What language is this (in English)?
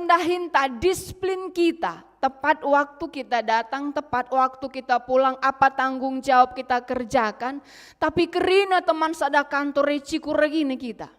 Batak Karo